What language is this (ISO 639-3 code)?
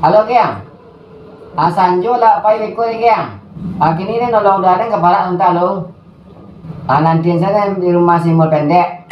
min